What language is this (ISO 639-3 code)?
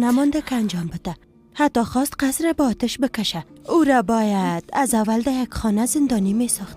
fas